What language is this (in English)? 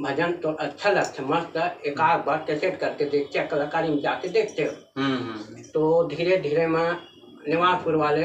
Chhattisgarhi